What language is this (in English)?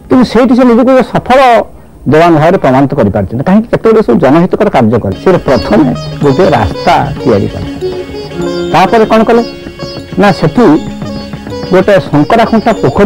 Odia